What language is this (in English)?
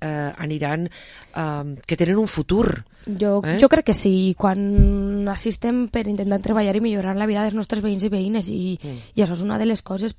Catalan